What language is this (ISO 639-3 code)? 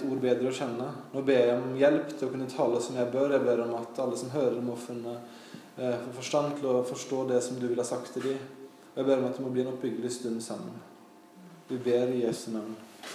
nor